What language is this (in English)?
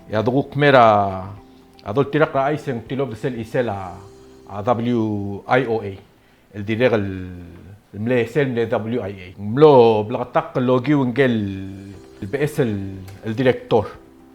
Palauan